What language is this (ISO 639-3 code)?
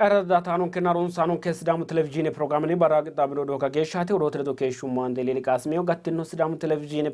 sid